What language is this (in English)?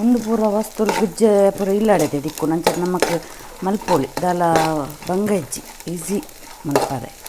Tulu